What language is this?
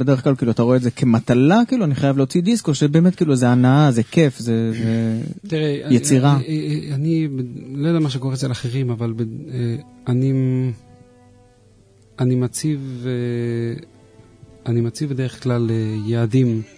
Hebrew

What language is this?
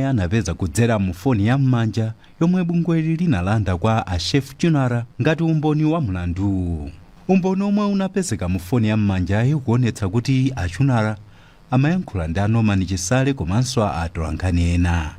Nyanja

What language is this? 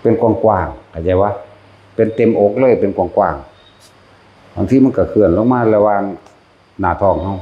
Northeastern Thai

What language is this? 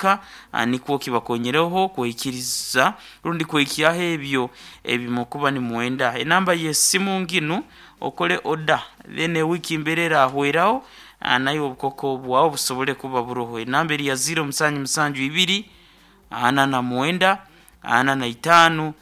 Nyoro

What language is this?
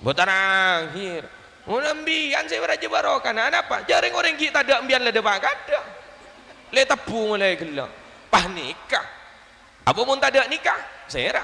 Madurese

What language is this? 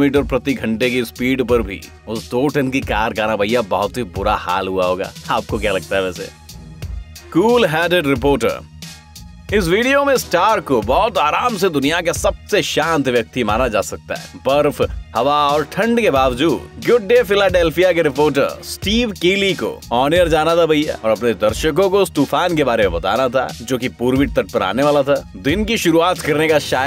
Hindi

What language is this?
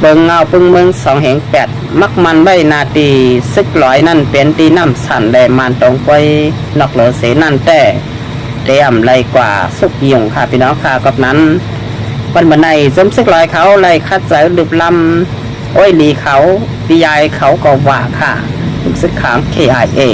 Shan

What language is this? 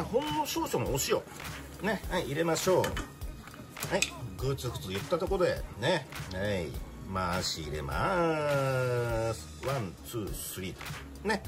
Japanese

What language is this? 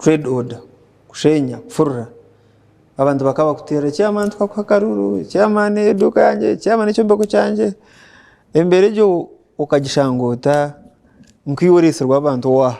Nyankole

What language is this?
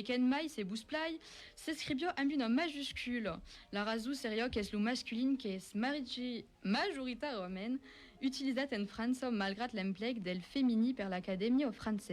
Occitan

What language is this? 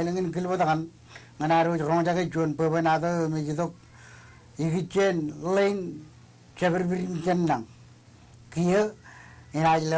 Marshallese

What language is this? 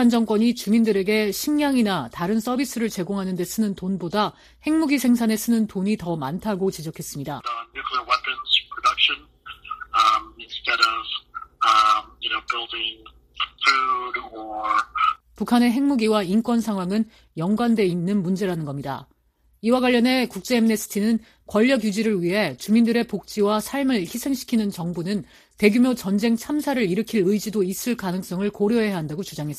Korean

